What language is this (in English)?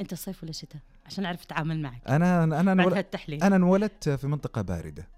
Najdi Arabic